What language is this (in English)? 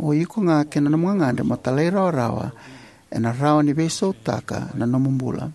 Fijian